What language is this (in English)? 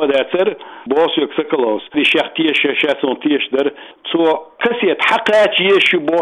Chechen